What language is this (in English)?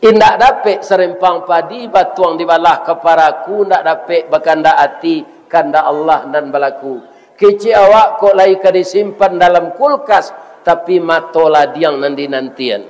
Minangkabau